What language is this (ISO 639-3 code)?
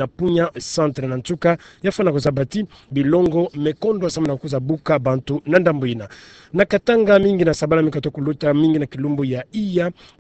ktu